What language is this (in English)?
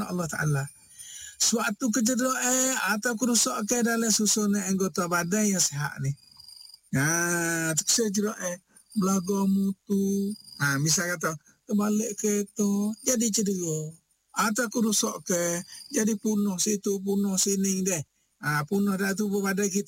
Malay